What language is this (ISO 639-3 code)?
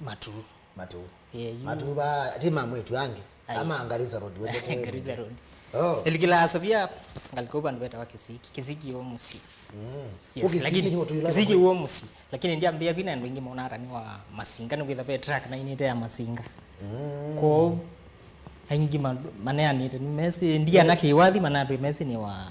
kam